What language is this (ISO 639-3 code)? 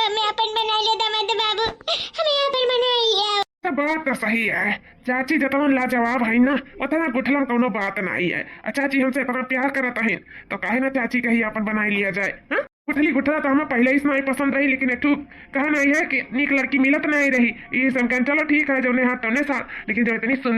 awa